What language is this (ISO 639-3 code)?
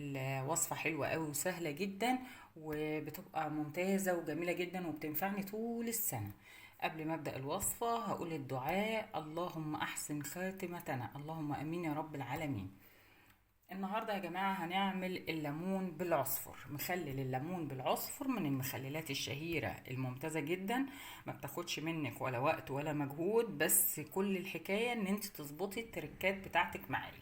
arz